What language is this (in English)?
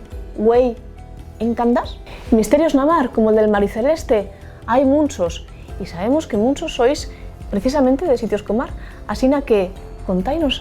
Asturian